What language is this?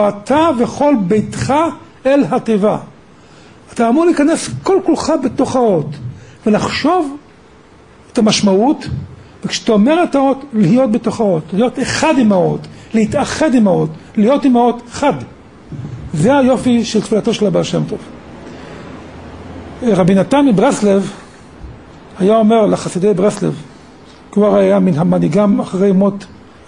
Hebrew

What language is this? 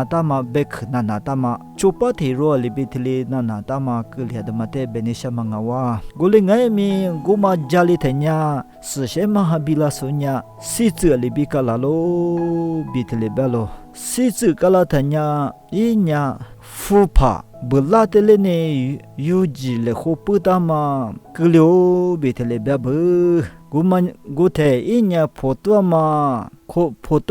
Lisu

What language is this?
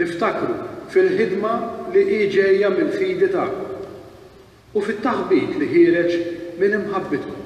Maltese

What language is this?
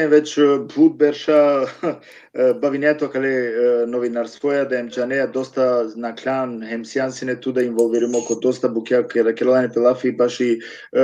Balkan Romani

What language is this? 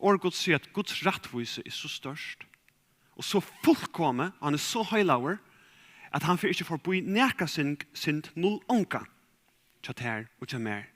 Faroese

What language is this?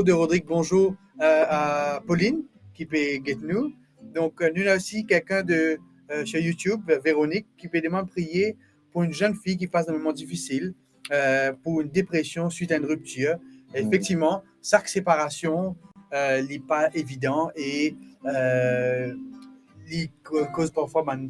Morisyen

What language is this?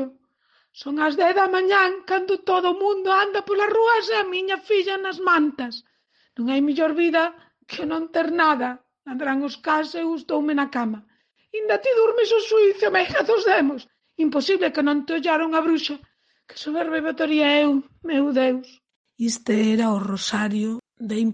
Galician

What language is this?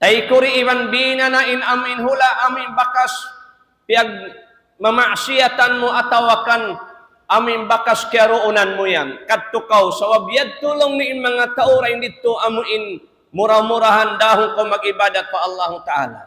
Tausug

